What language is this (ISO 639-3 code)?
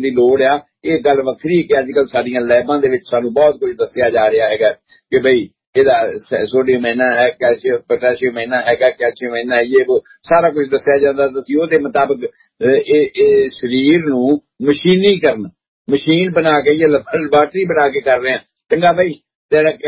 pan